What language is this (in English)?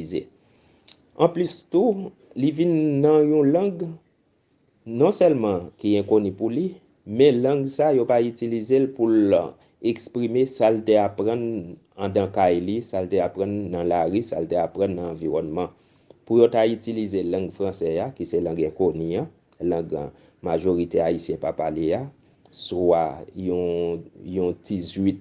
Haitian Creole